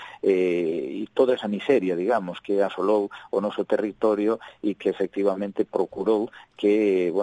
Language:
Galician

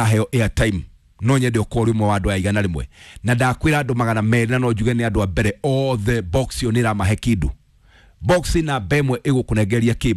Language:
Kikuyu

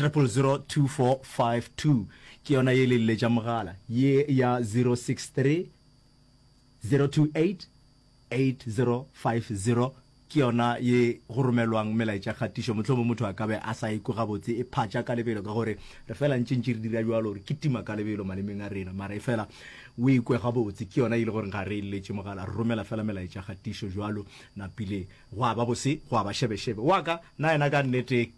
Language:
Northern Sotho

